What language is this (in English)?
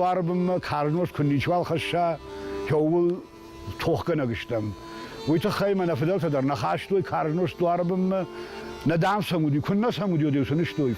Ossetic